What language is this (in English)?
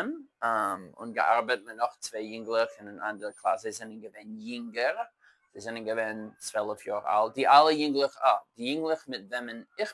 Yiddish